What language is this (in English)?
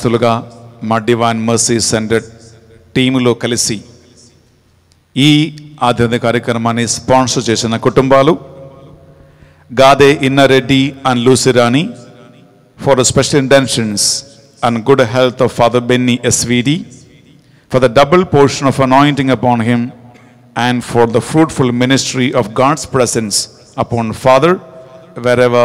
Telugu